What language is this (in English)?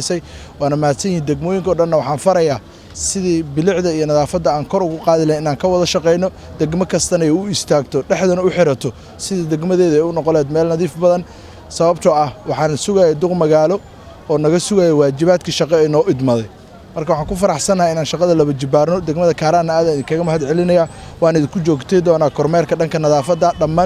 Somali